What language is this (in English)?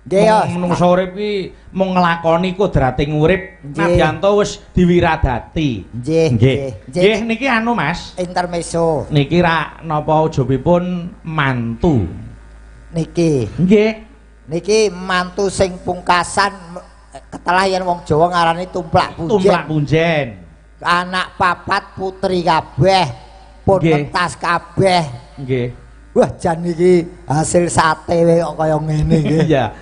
Javanese